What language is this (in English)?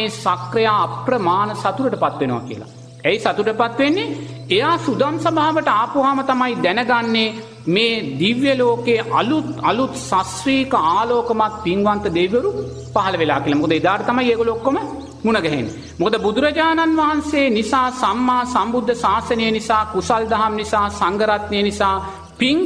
Sinhala